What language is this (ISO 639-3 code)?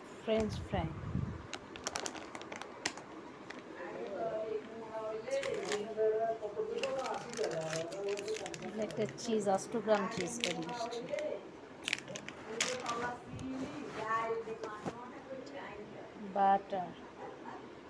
ben